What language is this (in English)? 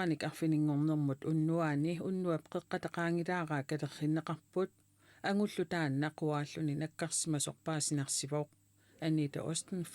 Kalaallisut